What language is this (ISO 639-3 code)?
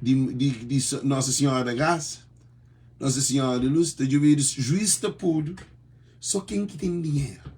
kea